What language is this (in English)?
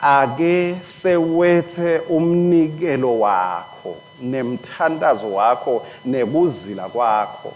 Swati